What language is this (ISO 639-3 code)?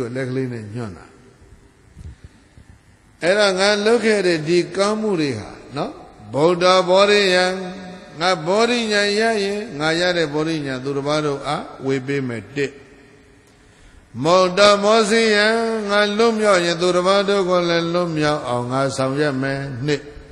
mya